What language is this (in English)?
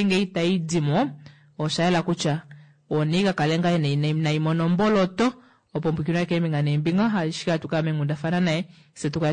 Kuanyama